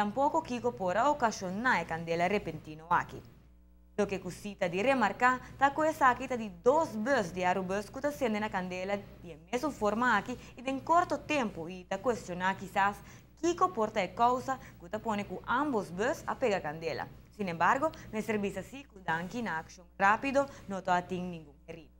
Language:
Papiamento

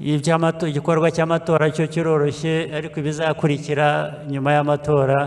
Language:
Kinyarwanda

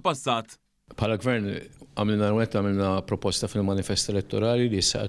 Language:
Maltese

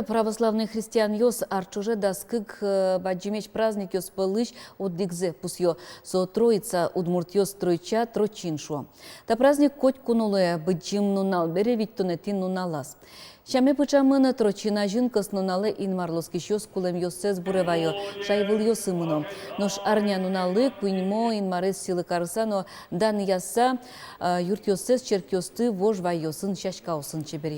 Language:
Udmurt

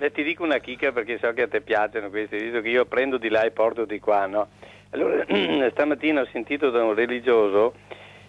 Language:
Italian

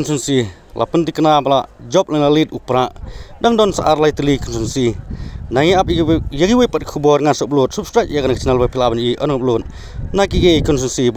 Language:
Khasi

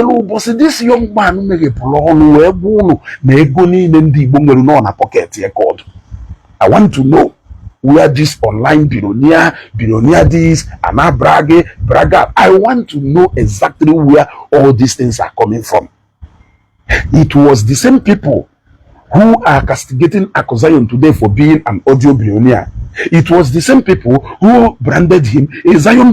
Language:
Igbo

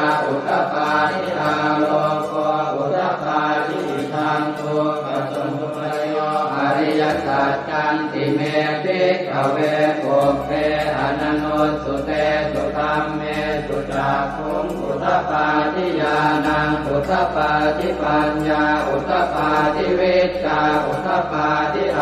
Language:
Pali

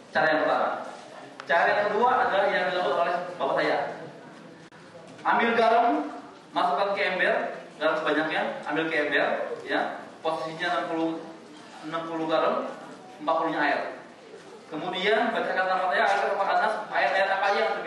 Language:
Indonesian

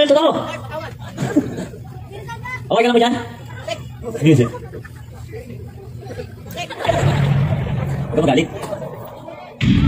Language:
Filipino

